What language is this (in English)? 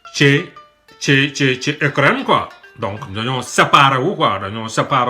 Wolof